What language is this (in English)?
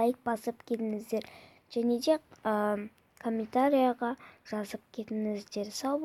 Kazakh